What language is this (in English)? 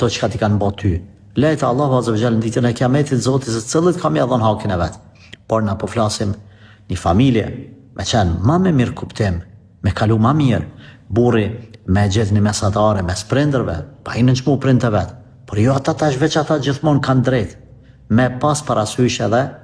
Albanian